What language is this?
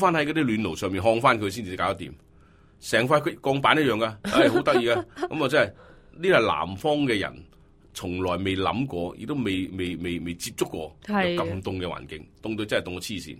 Cantonese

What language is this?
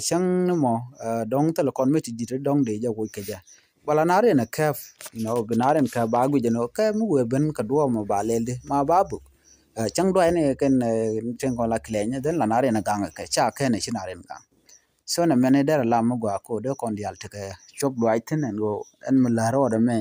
Nuer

